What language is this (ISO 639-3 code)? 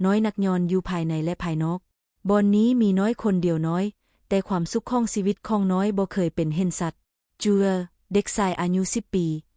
lao